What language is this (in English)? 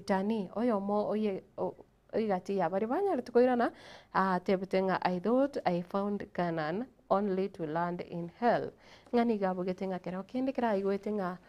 Gusii